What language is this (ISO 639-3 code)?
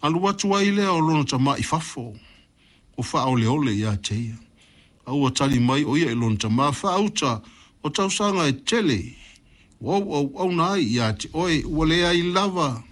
smo